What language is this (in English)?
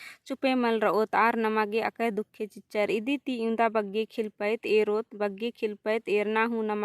Kurukh